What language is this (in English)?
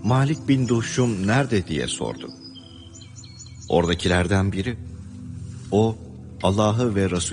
Turkish